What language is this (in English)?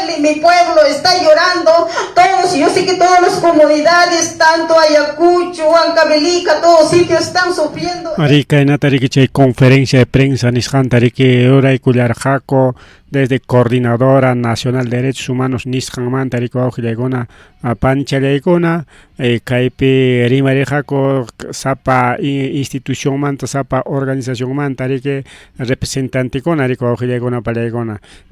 Ayacucho Quechua